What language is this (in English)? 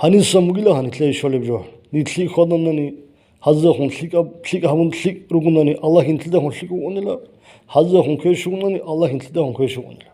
Avaric